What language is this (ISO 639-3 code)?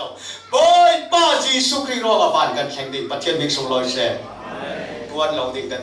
cfm